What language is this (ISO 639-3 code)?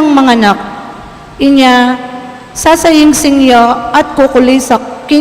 pam